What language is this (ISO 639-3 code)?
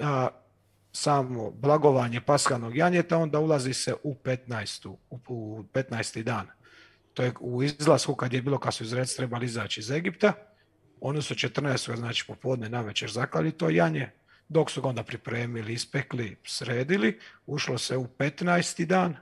hrv